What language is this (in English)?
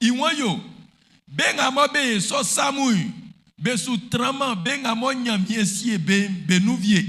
Baoulé